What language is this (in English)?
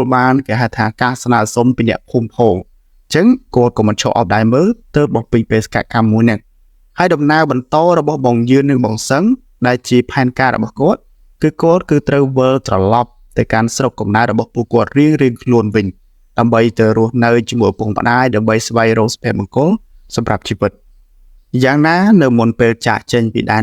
Khmer